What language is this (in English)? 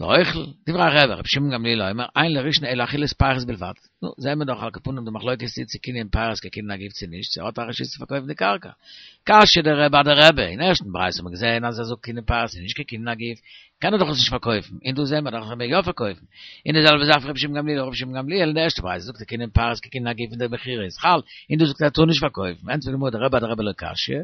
Yiddish